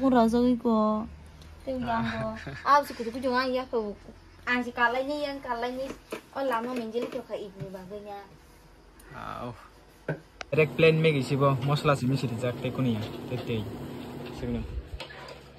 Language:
Kok Borok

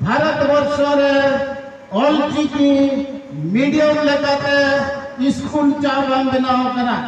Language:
Santali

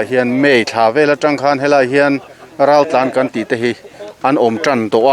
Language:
Mizo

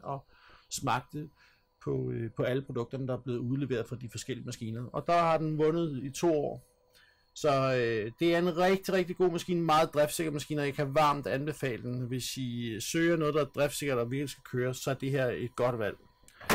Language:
Danish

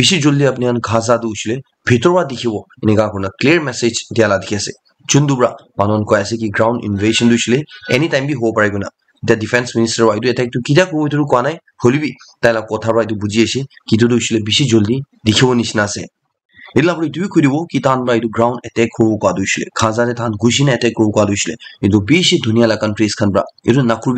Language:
Naga Pidgin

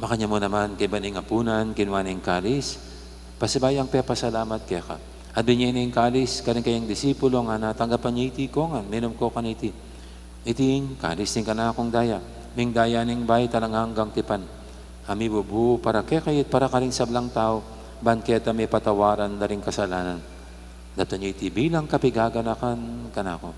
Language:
Pampanga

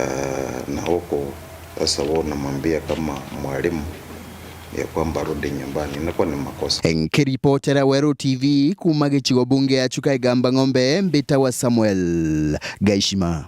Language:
Meru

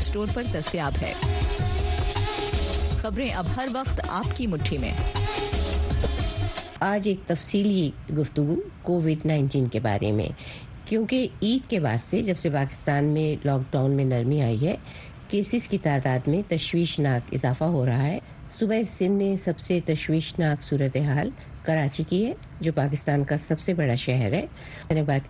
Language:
Urdu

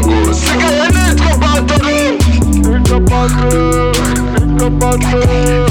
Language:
Kinyarwanda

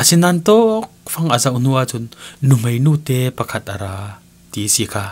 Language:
Falam Chin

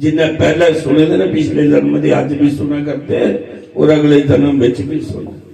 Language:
Dogri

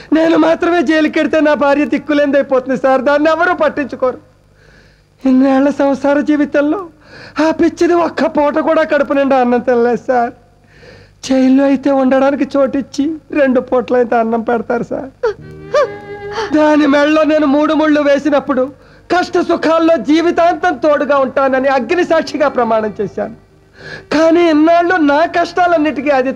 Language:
Telugu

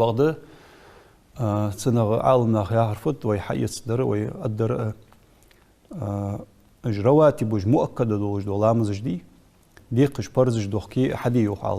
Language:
Ingush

